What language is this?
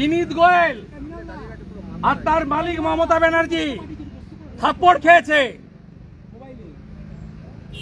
Bangla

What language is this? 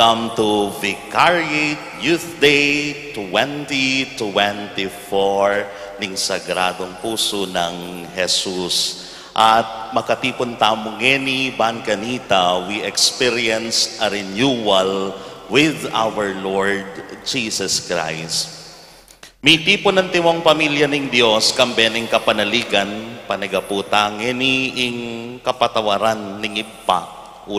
Pampanga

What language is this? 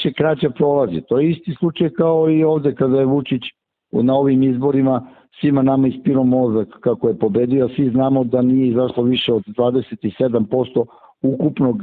Serbian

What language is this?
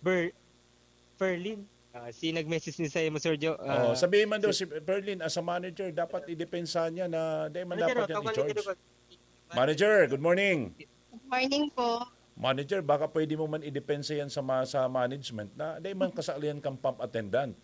Bikol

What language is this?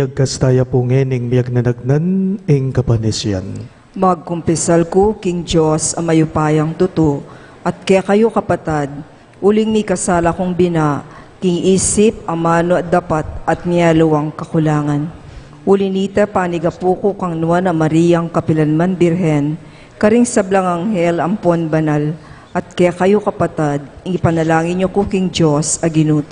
Pampanga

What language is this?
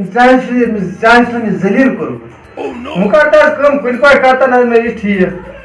Kashmiri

